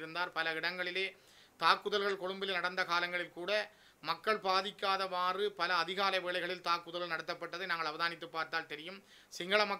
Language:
Tamil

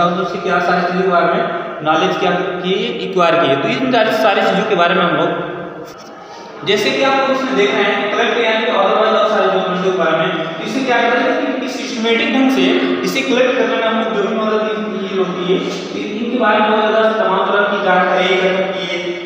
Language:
Hindi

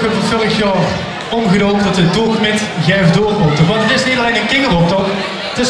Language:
Limburgish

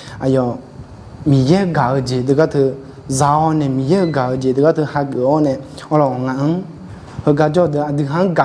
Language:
Akha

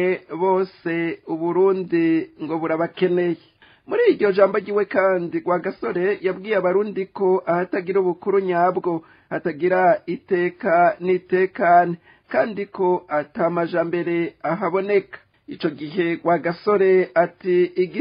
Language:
Rundi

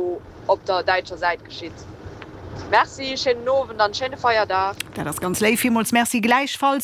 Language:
Luxembourgish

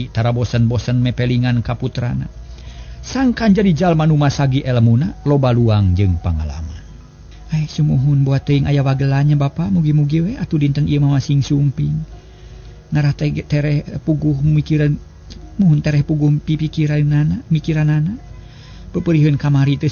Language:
Sundanese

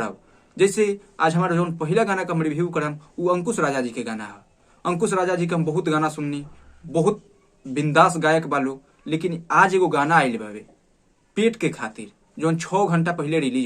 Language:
Bhojpuri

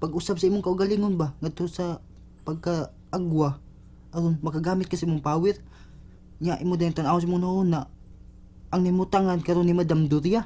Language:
Cebuano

